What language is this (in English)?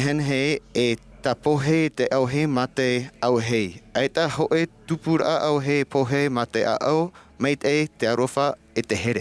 Tahitian